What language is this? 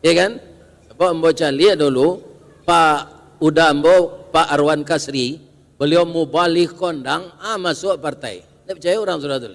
Minangkabau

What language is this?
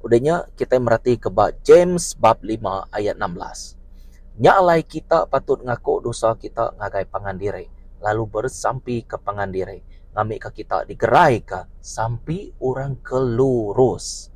Iban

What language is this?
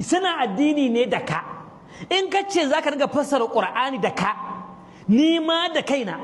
Hausa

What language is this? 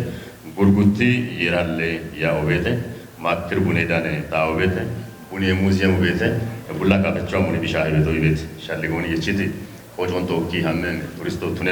Kafa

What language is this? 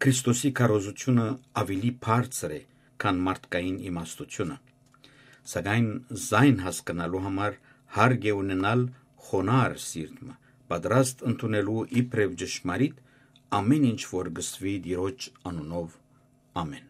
Western Armenian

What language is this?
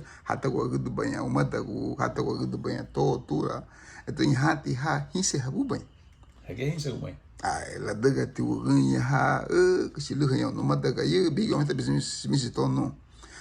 Garifuna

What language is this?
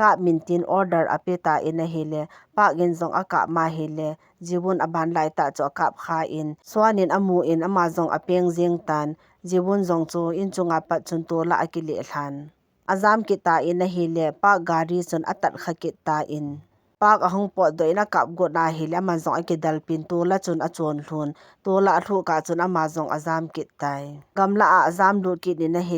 Thado Chin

